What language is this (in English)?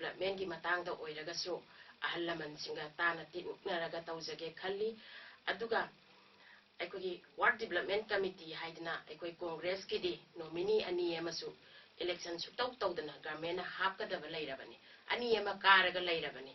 Manipuri